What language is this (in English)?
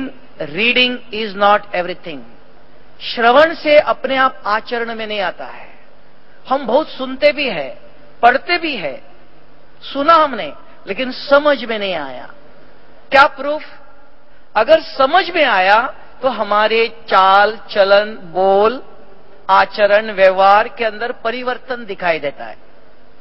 Hindi